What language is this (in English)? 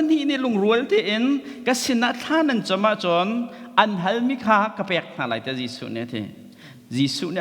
Hakha Chin